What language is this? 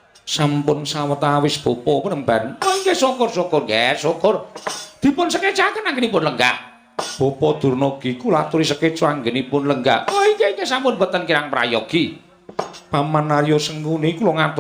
Javanese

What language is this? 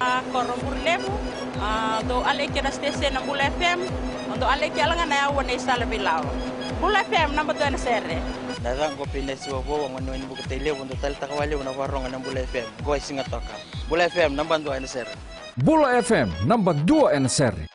Fijian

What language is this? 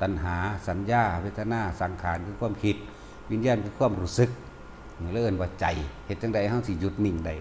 Northeastern Thai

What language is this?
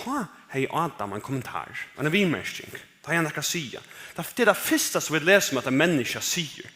Faroese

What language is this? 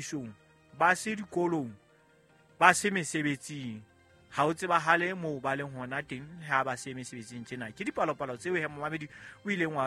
Southern Sotho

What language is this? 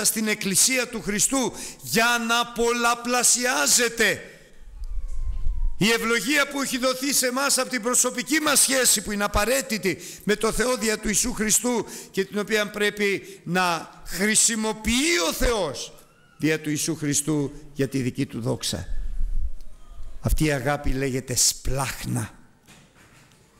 Greek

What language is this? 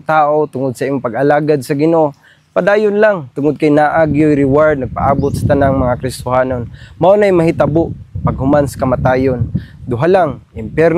Cebuano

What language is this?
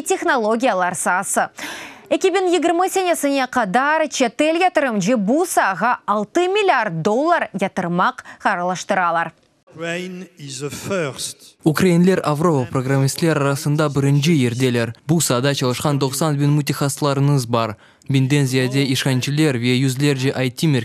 Crimean Tatar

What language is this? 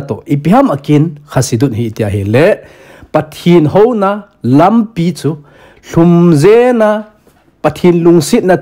Thado Chin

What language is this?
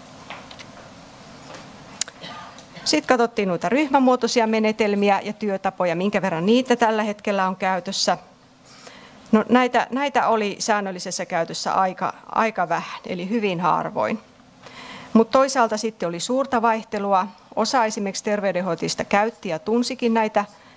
Finnish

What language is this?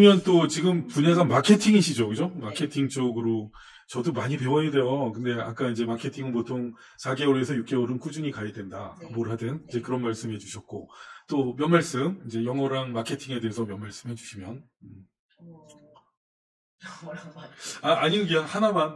Korean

